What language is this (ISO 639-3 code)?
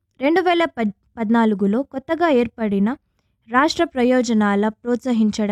tel